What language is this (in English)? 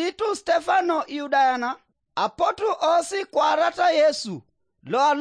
Teso